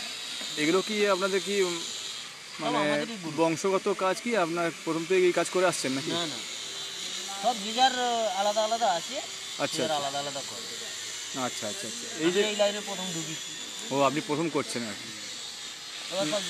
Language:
Bangla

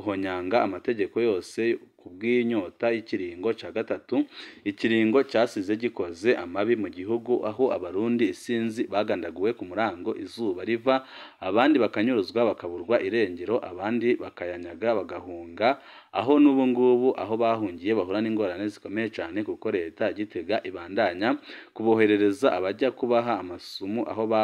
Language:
Rundi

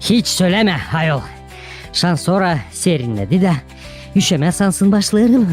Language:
Gagauz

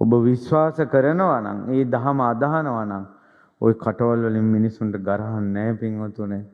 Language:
Sinhala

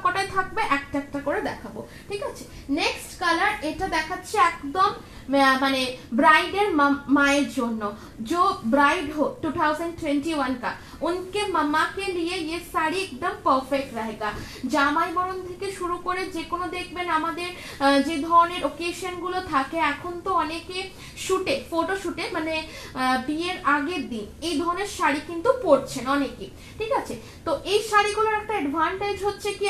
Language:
Bangla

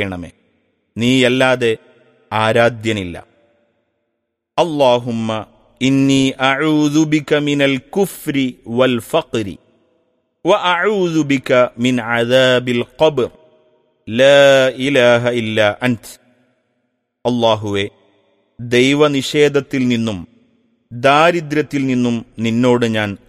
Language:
Malayalam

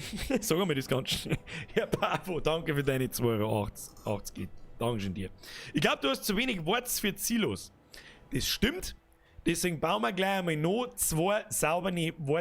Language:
Bavarian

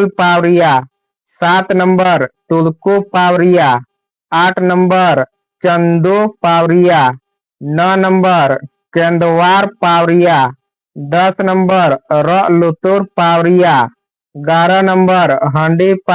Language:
Santali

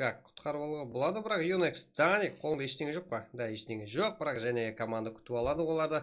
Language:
Kara-Kalpak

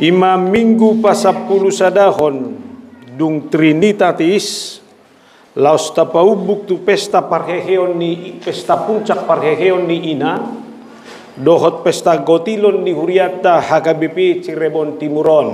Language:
Batak Toba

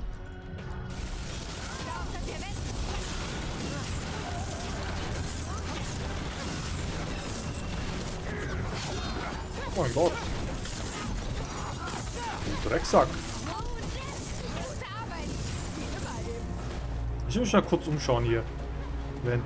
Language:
German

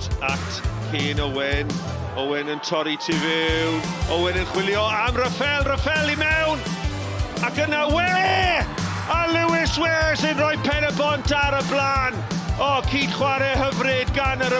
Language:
Welsh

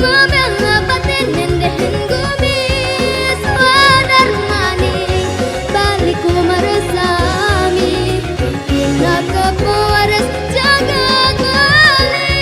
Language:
Balinese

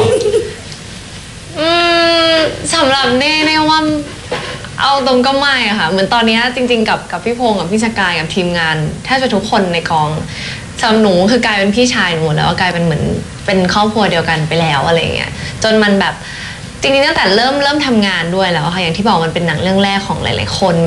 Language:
Thai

